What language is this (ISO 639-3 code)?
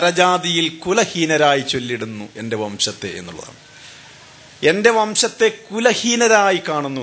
mal